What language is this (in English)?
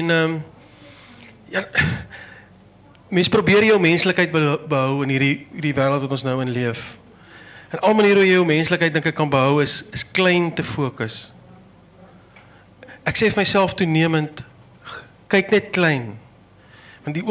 Afrikaans